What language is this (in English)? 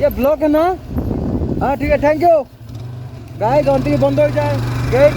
Sylheti